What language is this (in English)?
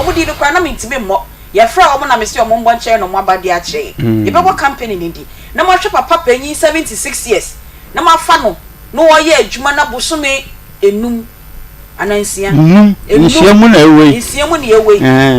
Akan